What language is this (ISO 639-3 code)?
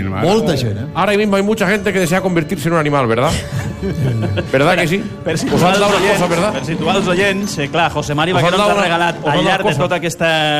cat